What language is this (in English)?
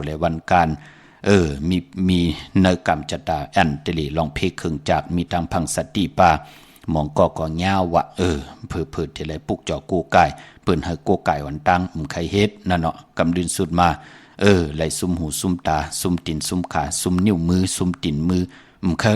Shan